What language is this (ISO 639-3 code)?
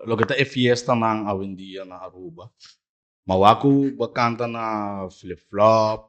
pap